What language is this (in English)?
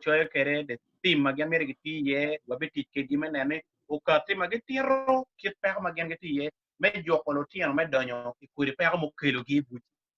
Acoli